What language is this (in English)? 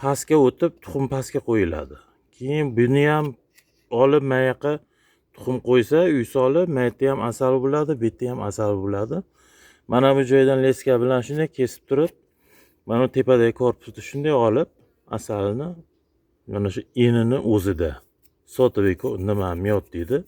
Uzbek